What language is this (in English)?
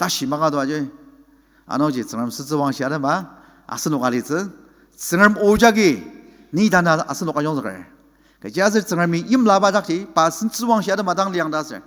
Ao Naga